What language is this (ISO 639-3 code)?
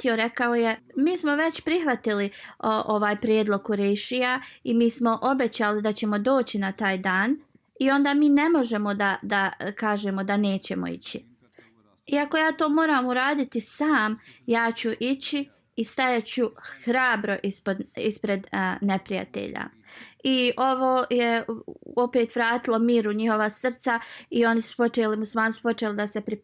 bos